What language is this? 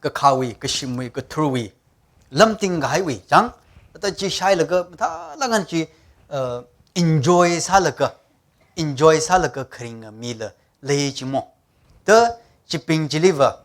Tangkhul Naga (India)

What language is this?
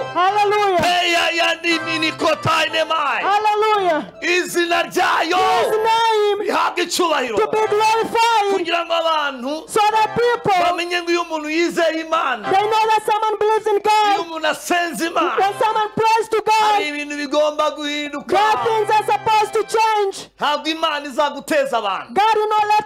Kinyarwanda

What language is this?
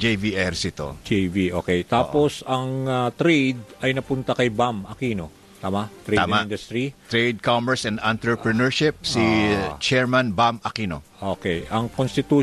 Filipino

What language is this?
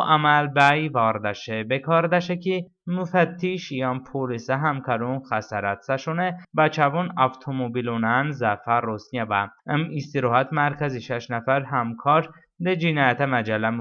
Talysh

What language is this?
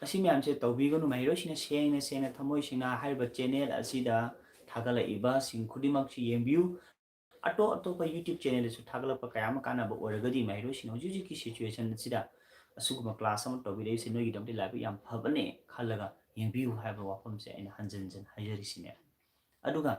Manipuri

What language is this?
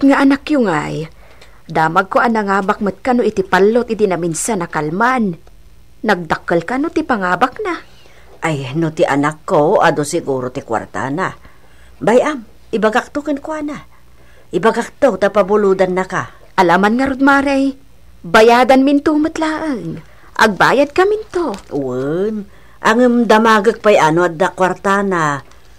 Iloko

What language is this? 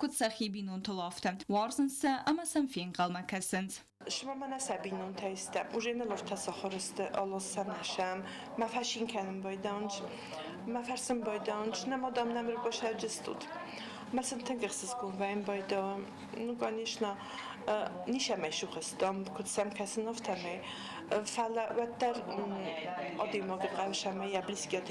Ossetic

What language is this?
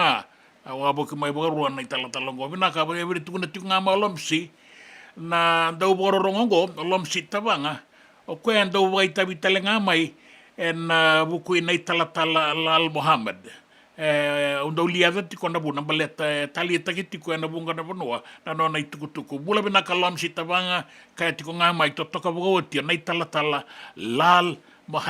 Fijian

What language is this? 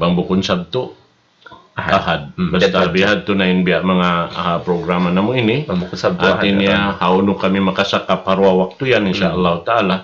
Tausug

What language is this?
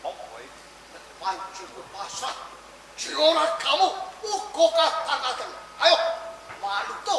Javanese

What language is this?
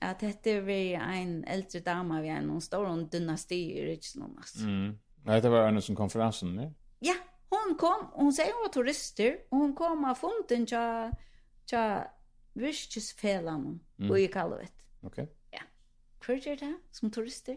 Faroese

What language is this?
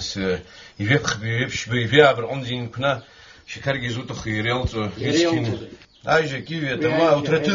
Abkhazian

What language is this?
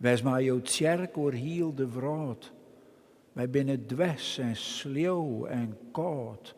Western Frisian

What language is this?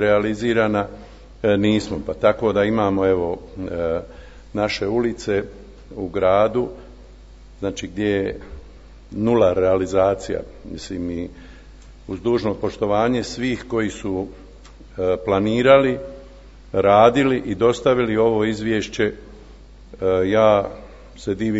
Croatian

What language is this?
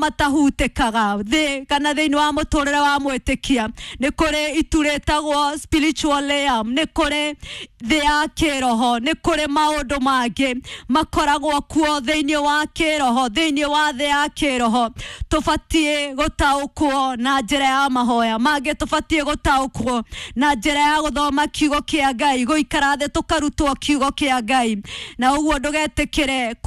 Kikuyu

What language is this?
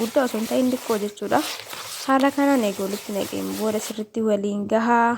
Oromo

